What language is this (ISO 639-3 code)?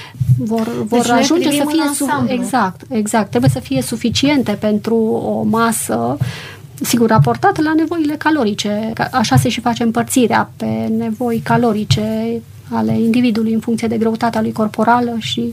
ron